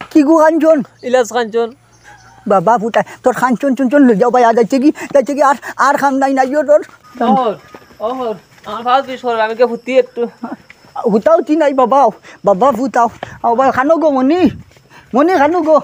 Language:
Sylheti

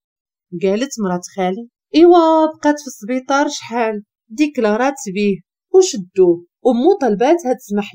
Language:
Moroccan Arabic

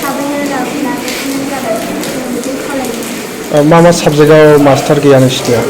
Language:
Bodo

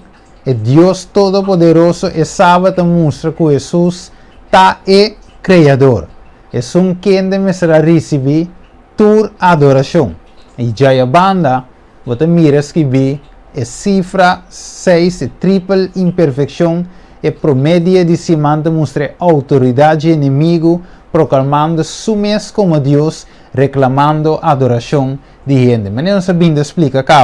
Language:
Papiamento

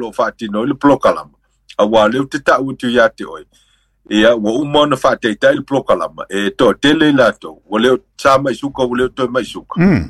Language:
Samoan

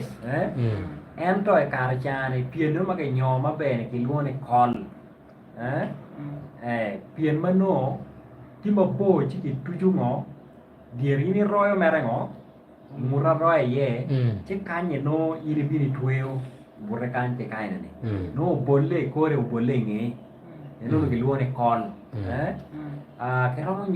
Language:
Acoli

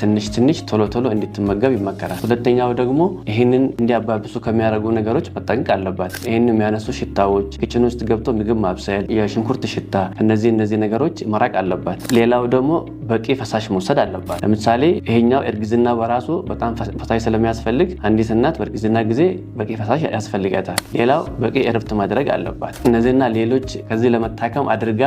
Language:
Amharic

